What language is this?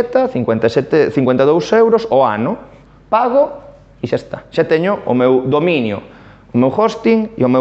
Galician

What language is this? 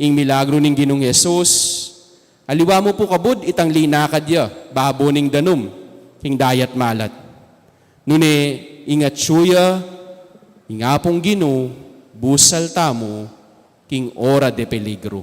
Pampanga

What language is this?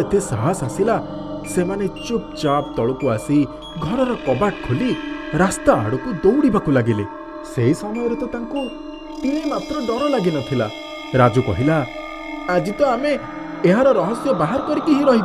Odia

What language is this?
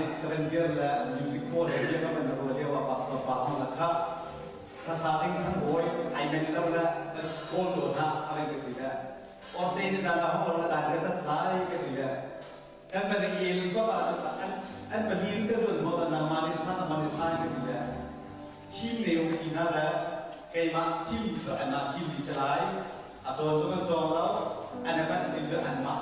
Hakha Chin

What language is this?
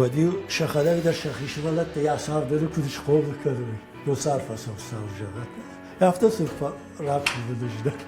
Ossetic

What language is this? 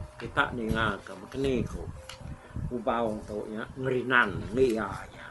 Iban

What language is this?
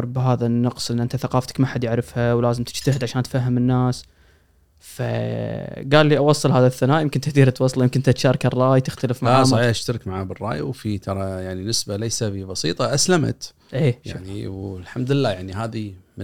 Gulf Arabic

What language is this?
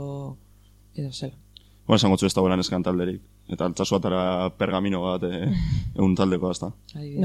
Basque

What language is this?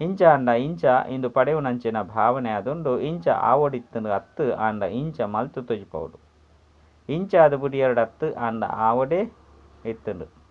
Tulu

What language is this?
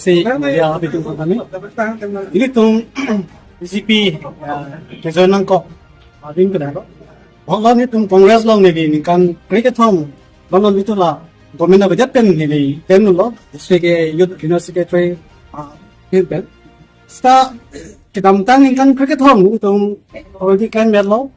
Karbi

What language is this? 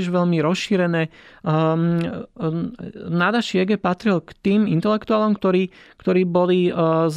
Slovak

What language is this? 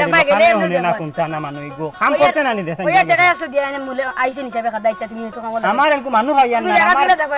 Sylheti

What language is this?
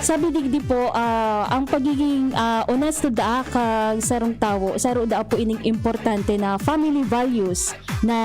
Bikol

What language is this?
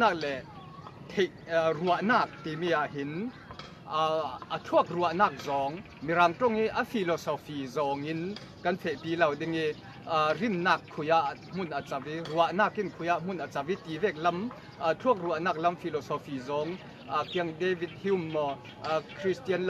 Falam Chin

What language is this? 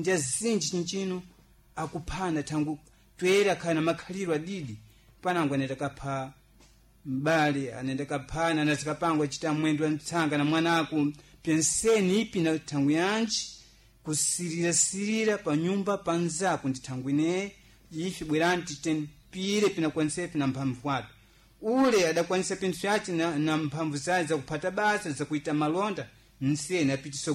Sena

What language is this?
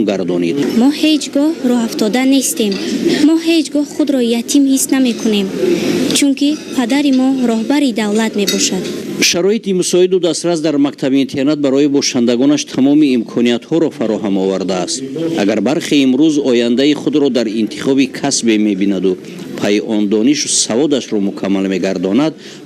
Tajik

